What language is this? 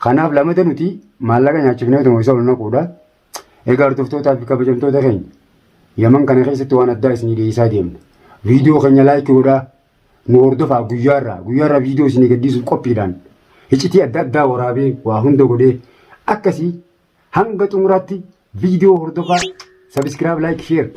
Oromo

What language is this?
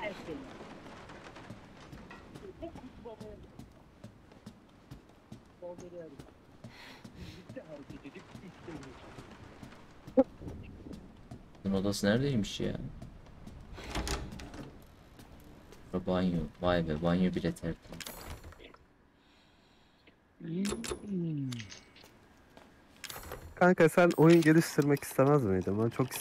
Turkish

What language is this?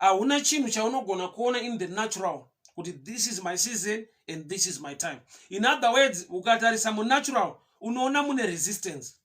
Shona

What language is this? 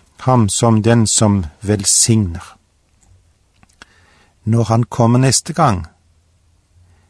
Norwegian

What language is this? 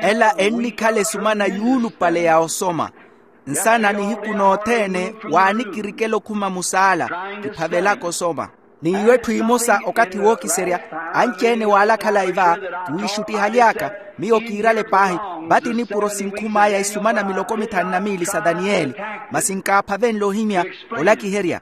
Makhuwa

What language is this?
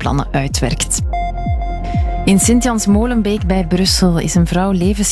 Dutch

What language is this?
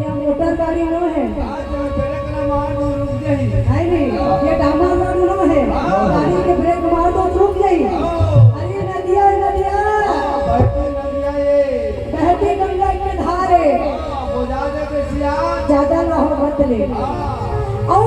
Chhattisgarhi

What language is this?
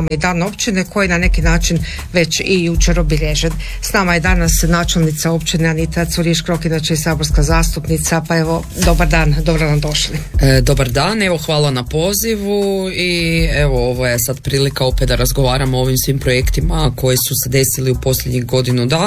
Croatian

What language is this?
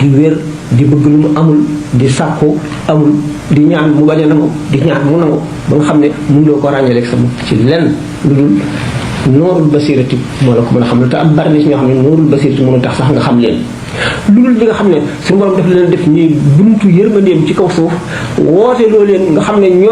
Wolof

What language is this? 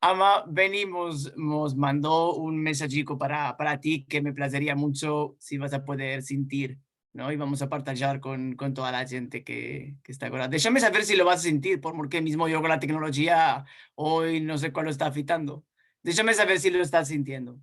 Ladino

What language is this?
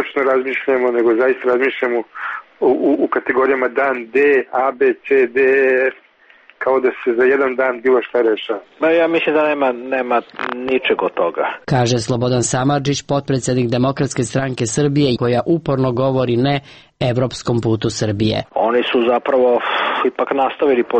Serbian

